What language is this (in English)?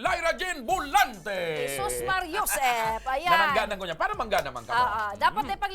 Bikol